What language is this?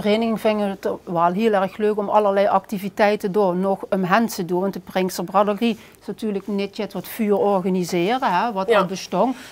Limburgish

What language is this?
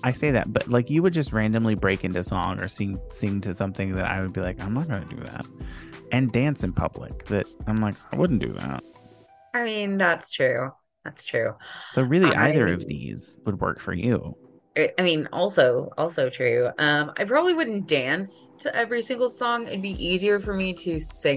English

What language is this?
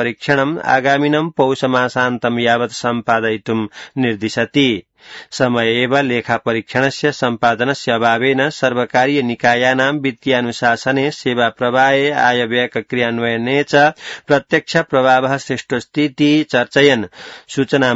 Sanskrit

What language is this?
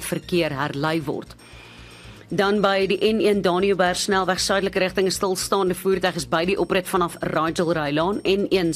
Afrikaans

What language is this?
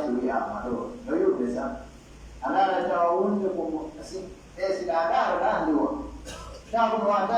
Pular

